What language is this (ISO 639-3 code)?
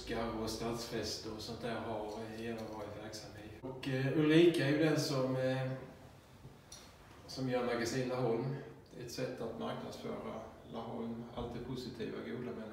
swe